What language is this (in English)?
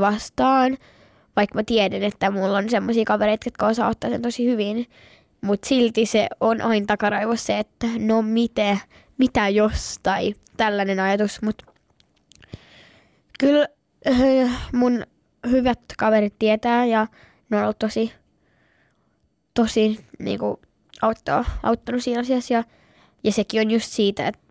Finnish